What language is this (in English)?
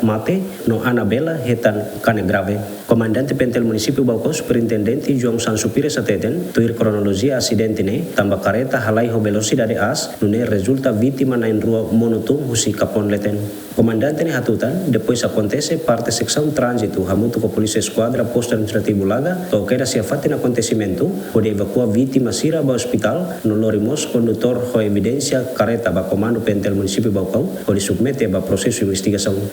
Tetum